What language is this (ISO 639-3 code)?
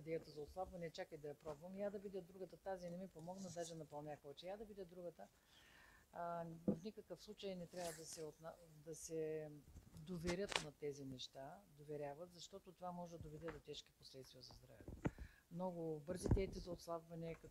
bul